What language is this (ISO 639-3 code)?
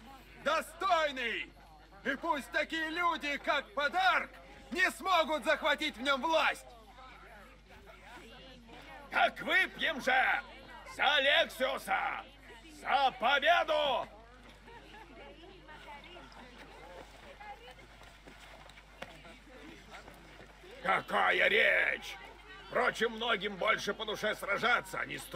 rus